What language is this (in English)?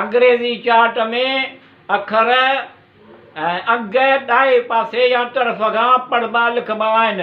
Sindhi